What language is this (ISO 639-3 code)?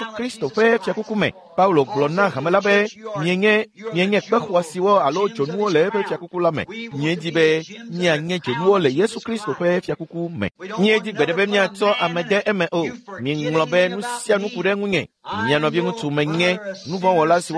ewe